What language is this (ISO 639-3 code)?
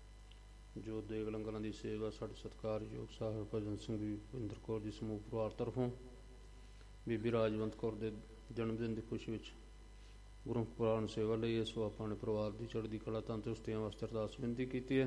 pan